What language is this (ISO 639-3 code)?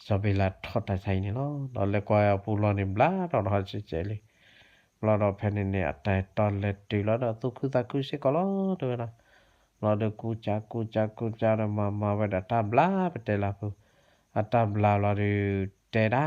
ksw